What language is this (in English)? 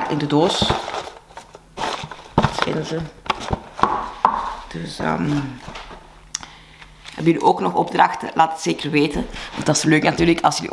Dutch